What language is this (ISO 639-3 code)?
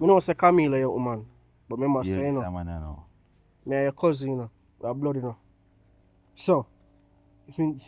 jam